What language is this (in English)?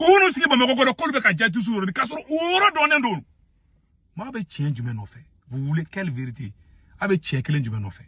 Bambara